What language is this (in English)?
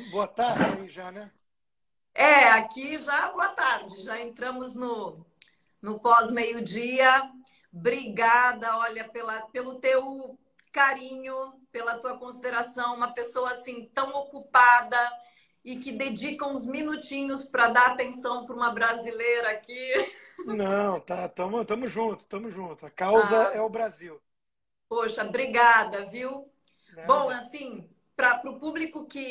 Portuguese